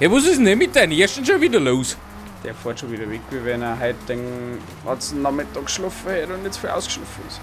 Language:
Bavarian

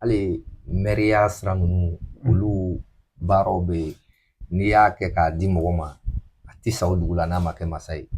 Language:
Bambara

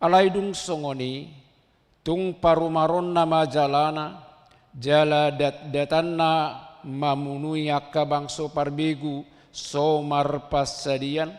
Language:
Batak Toba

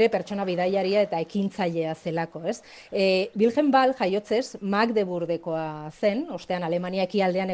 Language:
Basque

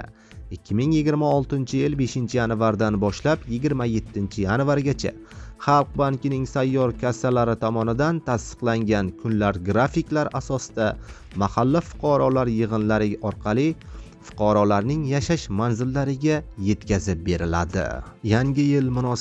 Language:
Uzbek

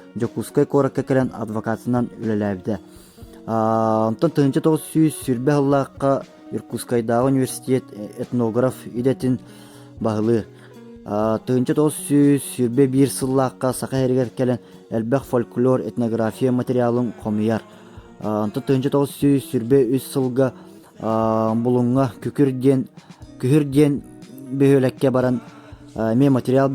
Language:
Yakut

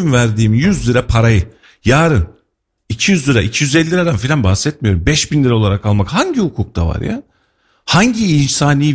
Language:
Turkish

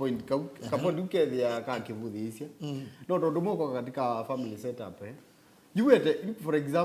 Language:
Kamba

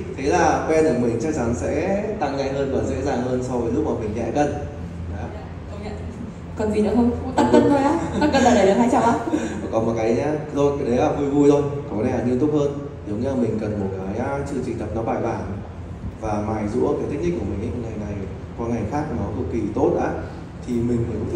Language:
Vietnamese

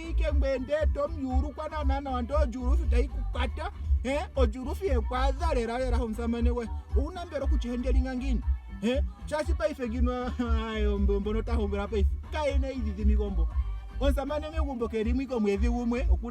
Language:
Ndonga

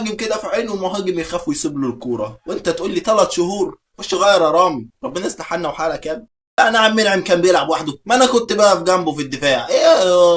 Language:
Egyptian Arabic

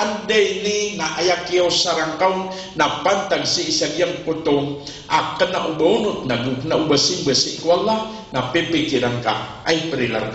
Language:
Maranao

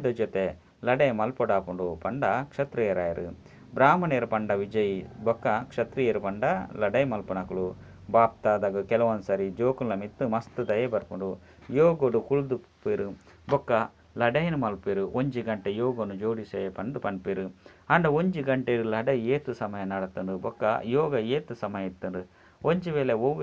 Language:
Tulu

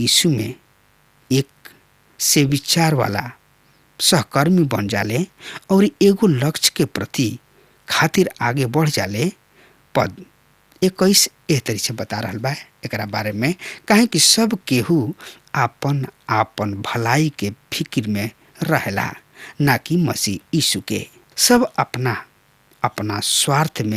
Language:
Bhojpuri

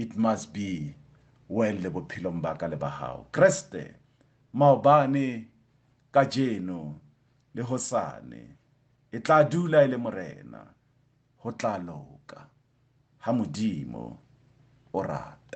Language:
Southern Sotho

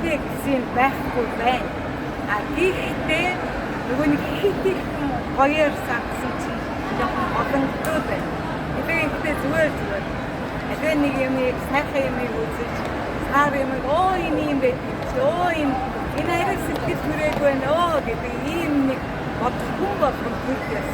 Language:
Mongolian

